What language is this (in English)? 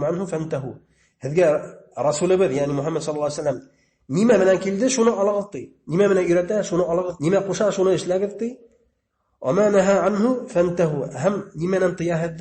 Bashkir